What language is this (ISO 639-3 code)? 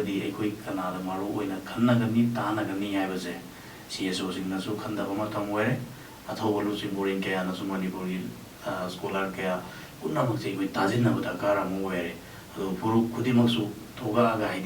mni